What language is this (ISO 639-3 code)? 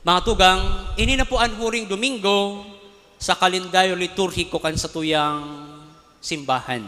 bik